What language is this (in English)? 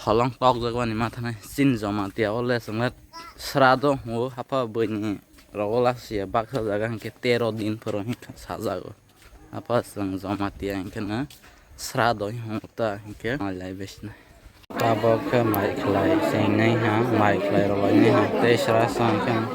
Kok Borok